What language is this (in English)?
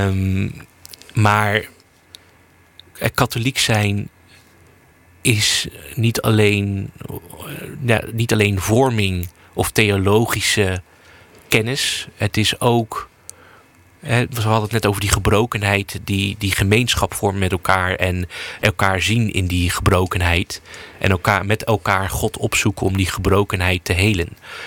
Dutch